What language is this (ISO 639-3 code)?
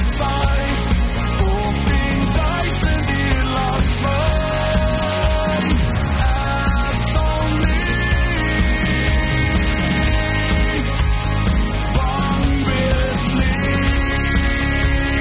afr